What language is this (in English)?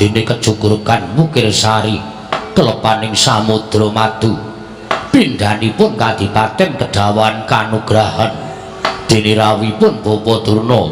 Javanese